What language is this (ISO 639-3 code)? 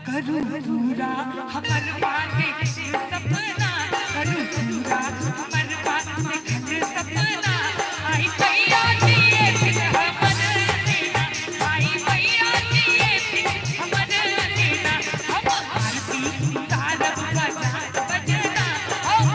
mai